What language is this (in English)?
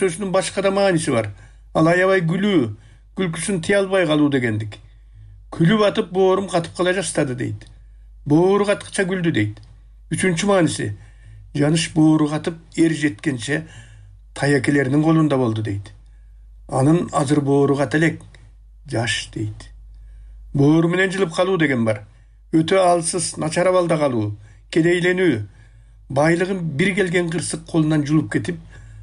Kyrgyz